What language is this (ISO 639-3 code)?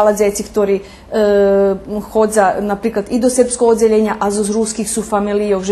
rue